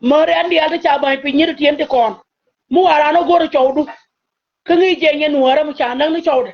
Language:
Nuer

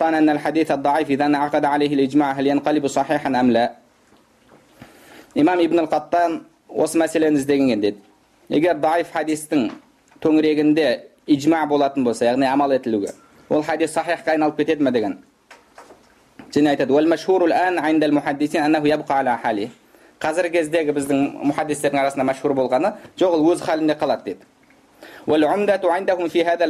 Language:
Kazakh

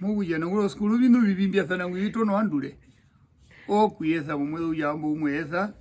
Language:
Herero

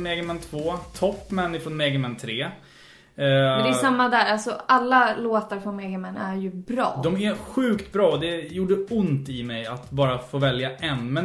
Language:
Swedish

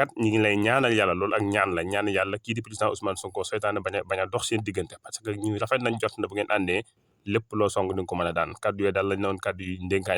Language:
Wolof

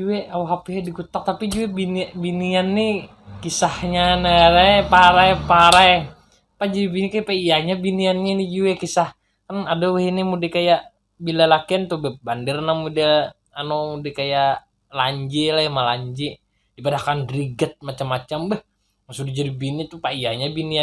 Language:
Banjar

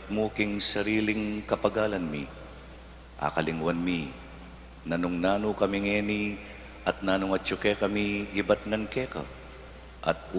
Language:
Pampanga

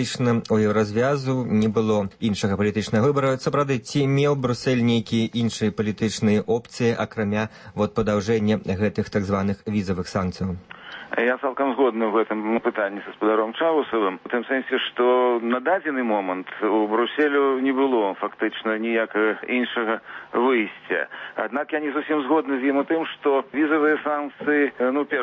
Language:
Belarusian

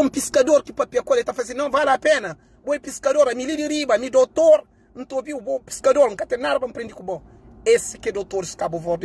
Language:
Kabuverdianu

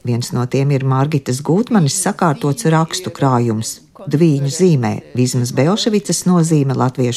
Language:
Latvian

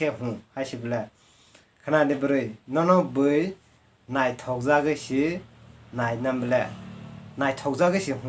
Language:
Kok Borok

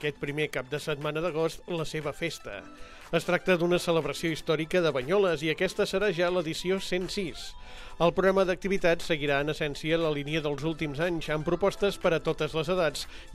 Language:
Catalan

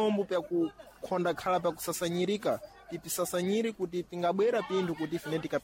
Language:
Sena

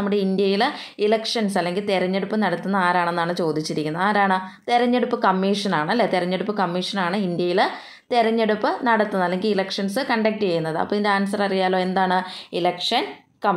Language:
Malayalam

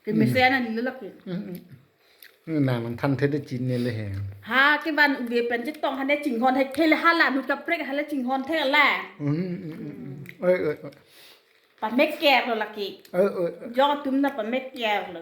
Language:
Karbi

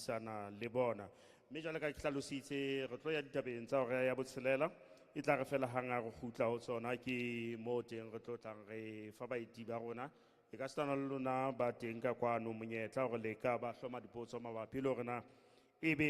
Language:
Southern Sotho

